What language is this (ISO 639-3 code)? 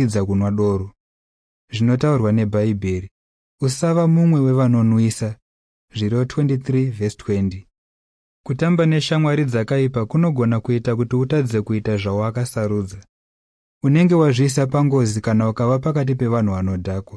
sna